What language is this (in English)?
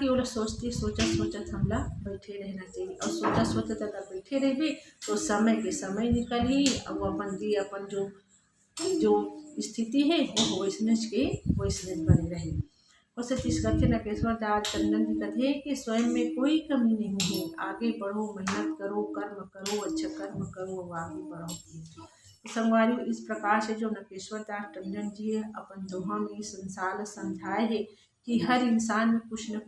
Chhattisgarhi